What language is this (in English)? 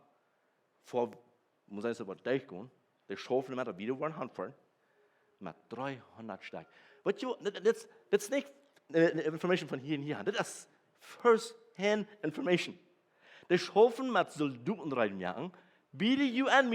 Plautdietsch